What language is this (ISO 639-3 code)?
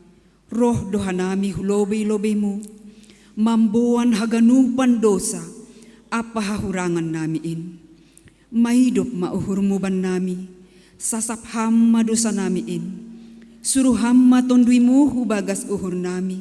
bts